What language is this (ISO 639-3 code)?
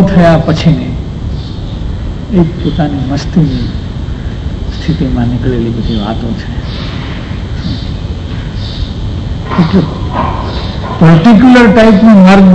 guj